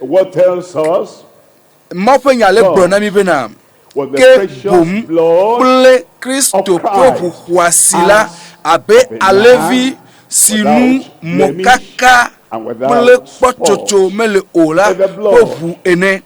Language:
Ewe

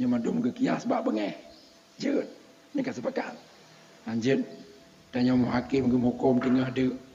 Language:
Achinese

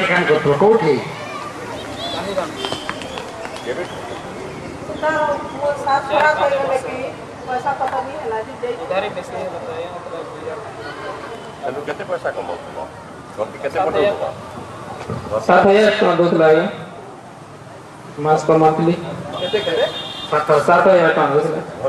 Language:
Odia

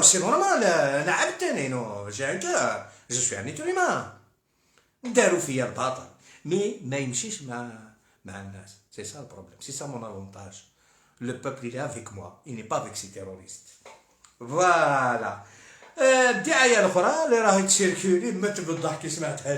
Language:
Algerian Arabic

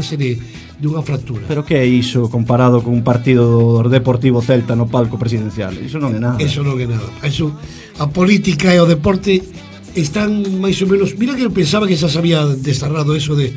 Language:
Galician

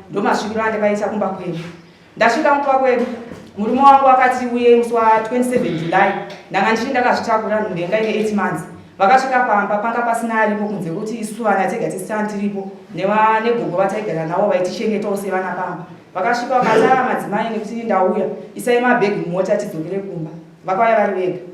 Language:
Shona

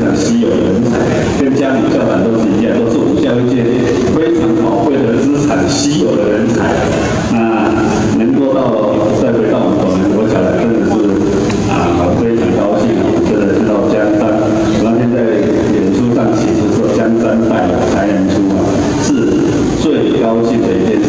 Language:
Chinese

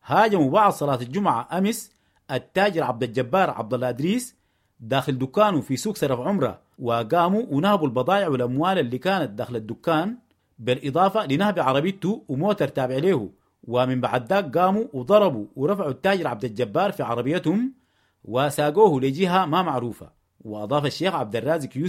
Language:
Sudanese Arabic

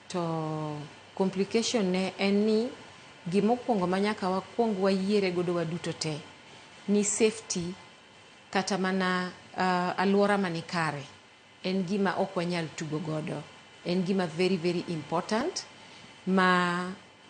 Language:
Luo (Kenya and Tanzania)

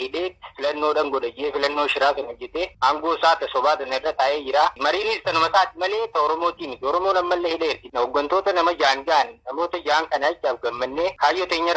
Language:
Oromo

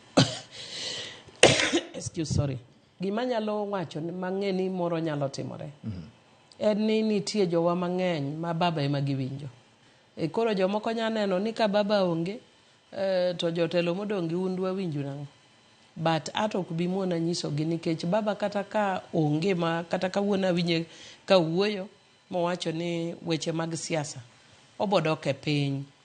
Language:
Luo (Kenya and Tanzania)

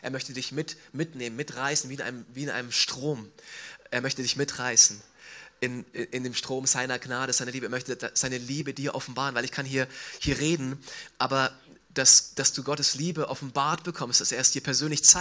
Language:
German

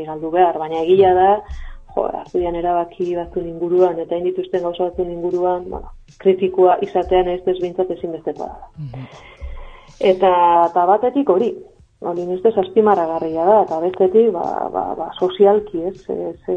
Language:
Basque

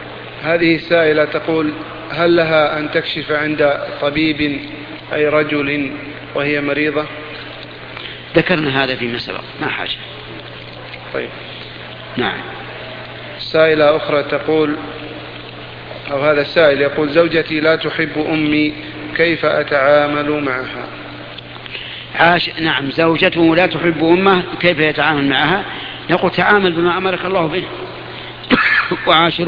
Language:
Arabic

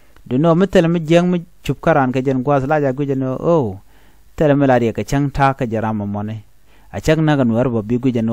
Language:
Nuer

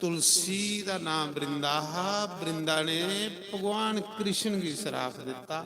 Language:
Dogri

